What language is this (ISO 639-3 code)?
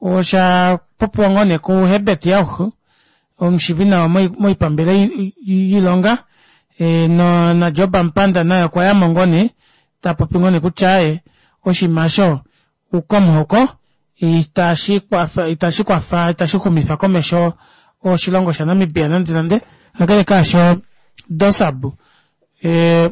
kua